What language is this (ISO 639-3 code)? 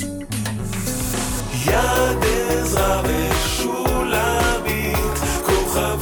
heb